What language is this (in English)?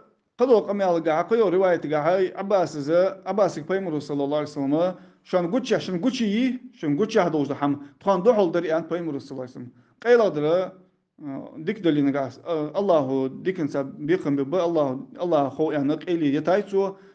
Ingush